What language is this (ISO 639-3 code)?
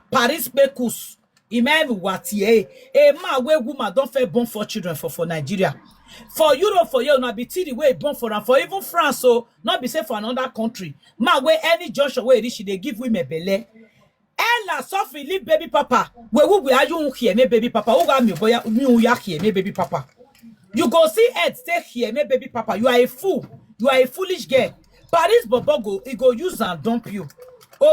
pcm